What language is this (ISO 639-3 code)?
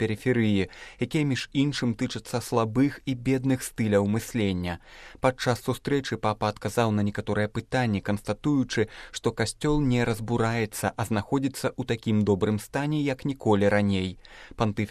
bel